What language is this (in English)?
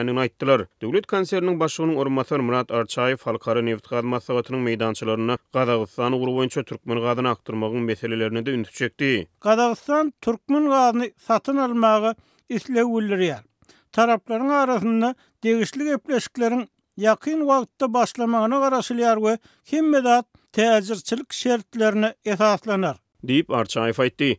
Turkmen